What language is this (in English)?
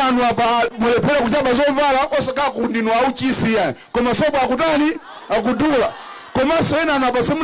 Nyanja